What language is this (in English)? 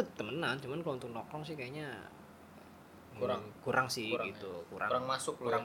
Indonesian